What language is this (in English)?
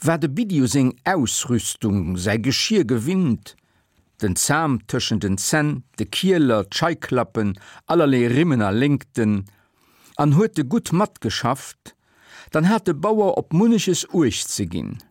Luxembourgish